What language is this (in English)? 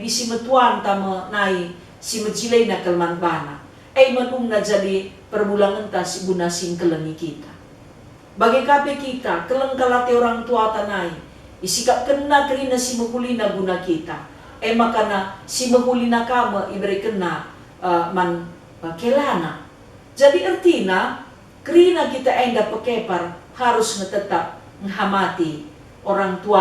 Batak Karo